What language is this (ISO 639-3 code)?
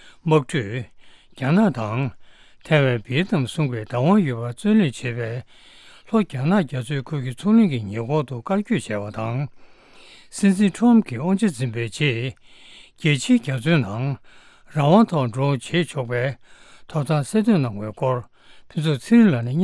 bod